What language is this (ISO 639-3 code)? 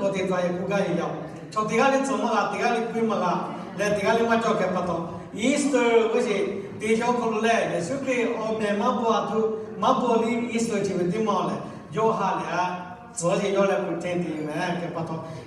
lhu